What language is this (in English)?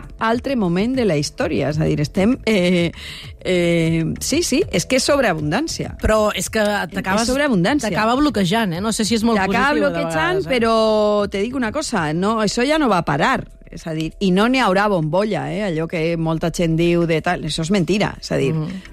Catalan